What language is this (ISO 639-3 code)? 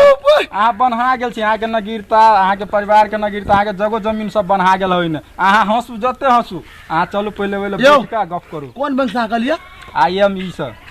mai